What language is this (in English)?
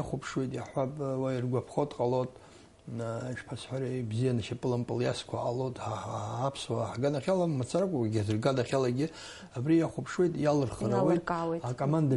Abkhazian